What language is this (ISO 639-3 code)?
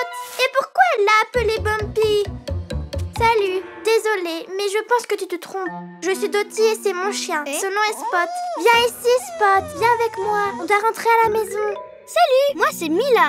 fra